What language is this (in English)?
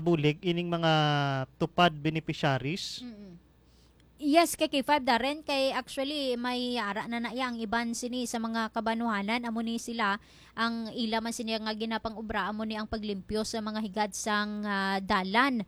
Hiligaynon